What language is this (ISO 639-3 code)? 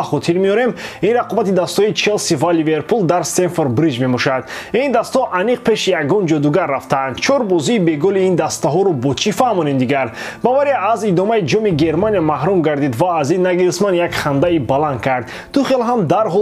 tgk